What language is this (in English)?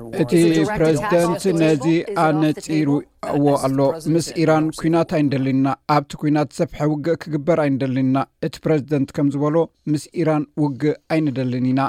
Tigrinya